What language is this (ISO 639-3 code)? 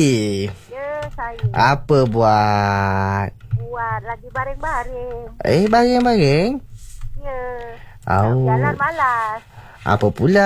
msa